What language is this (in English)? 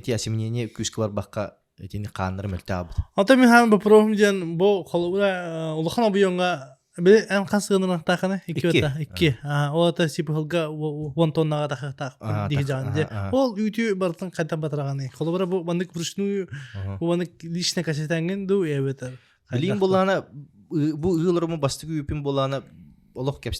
Yakut